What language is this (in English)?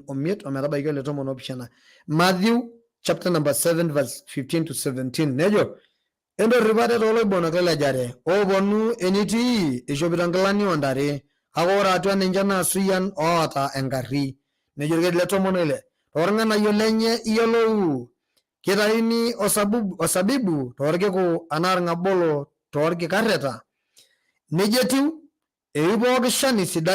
Masai